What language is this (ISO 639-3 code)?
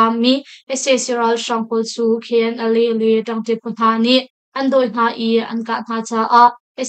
cnh